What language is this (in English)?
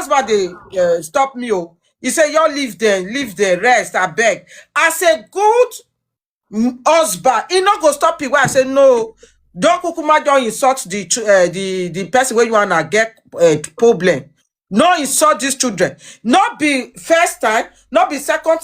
Nigerian Pidgin